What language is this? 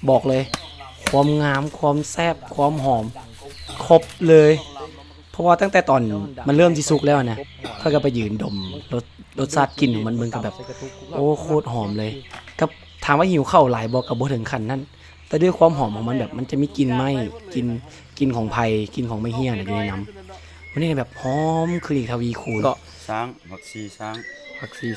Lao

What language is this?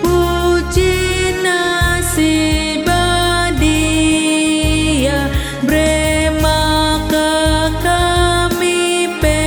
Batak Karo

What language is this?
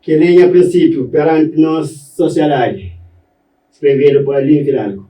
Kabuverdianu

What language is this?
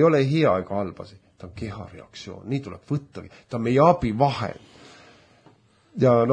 Estonian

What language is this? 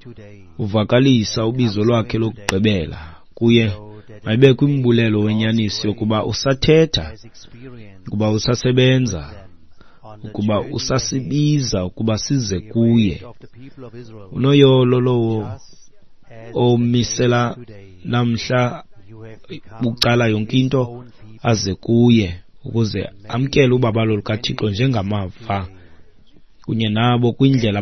Xhosa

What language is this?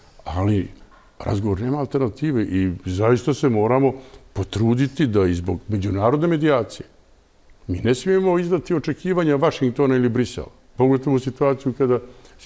Bosnian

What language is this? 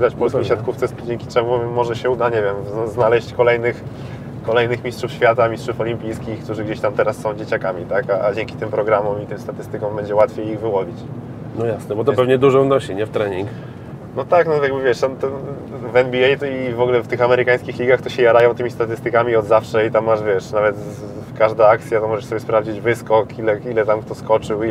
Polish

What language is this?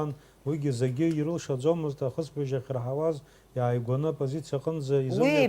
Abkhazian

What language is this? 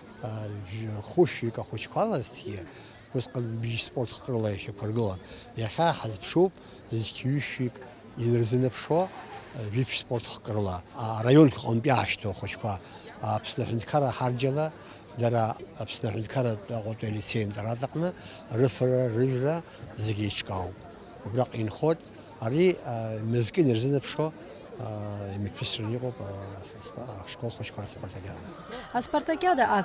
Abkhazian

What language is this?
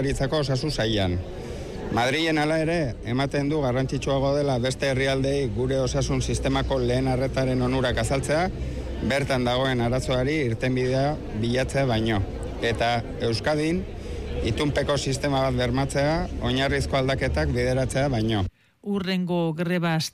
Basque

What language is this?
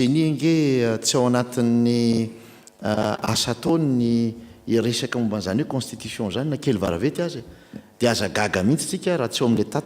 Malagasy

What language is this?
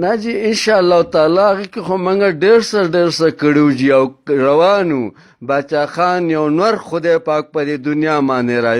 Pashto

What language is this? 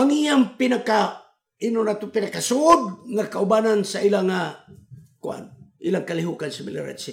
Cebuano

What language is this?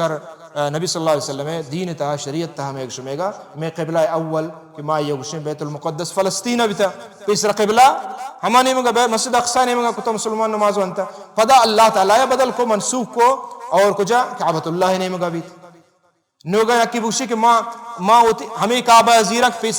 Baluchi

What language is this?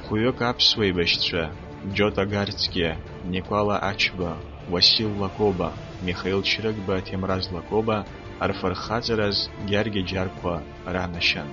Abkhazian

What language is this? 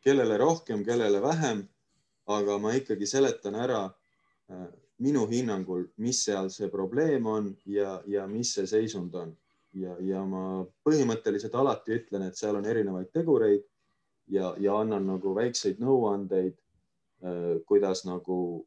Estonian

